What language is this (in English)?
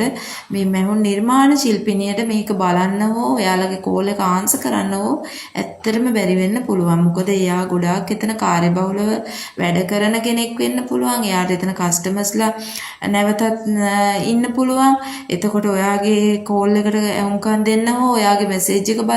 Sinhala